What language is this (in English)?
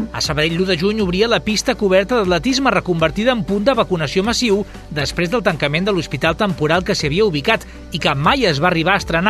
Catalan